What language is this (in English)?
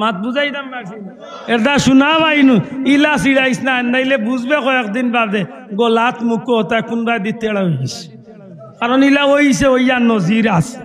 Sylheti